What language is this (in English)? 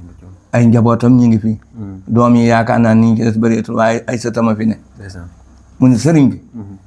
Wolof